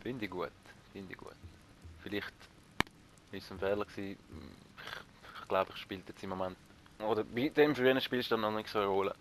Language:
Swiss German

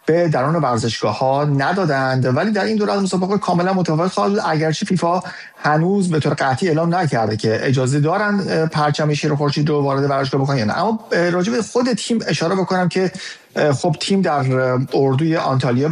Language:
Persian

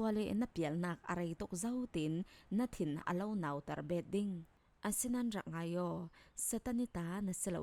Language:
Falam Chin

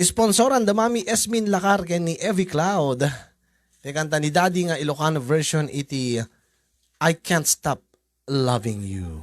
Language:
Iloko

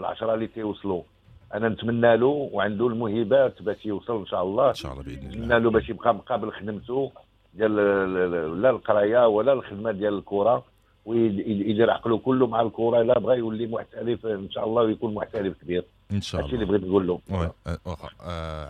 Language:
Moroccan Arabic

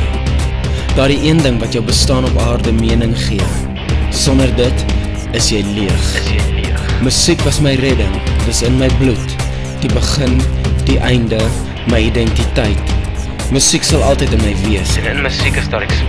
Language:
Afrikaans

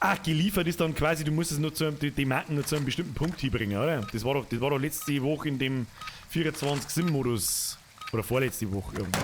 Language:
Bavarian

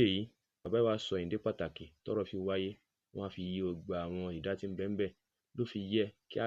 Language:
Yoruba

